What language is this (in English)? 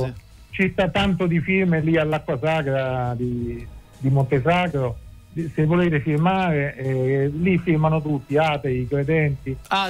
Italian